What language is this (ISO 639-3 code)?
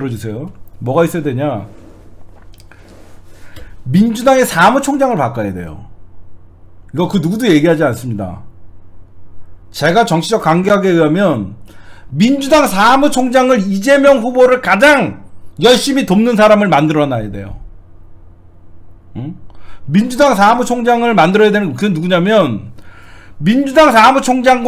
kor